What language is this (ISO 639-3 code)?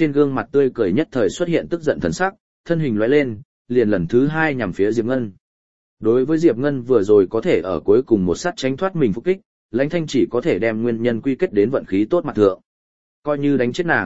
vie